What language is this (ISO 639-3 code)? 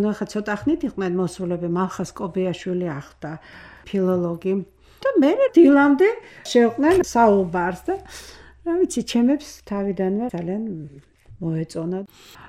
kat